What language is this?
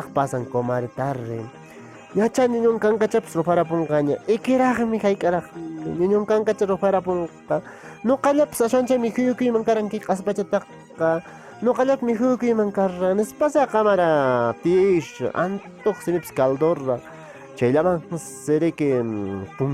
Quechua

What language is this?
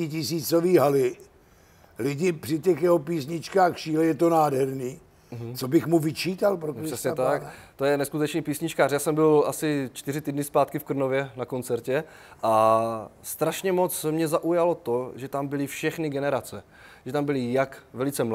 Czech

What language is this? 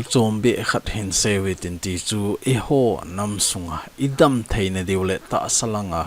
Thado Chin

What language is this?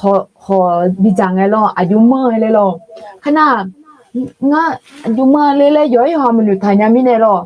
Akha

